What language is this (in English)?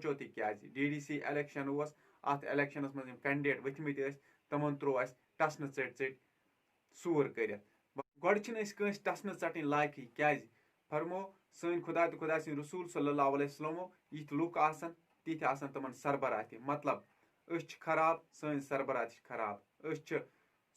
Kashmiri